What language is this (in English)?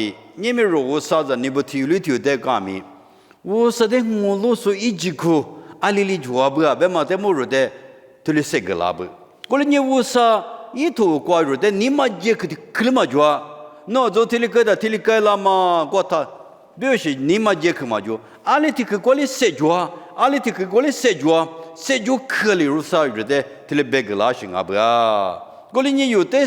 Lisu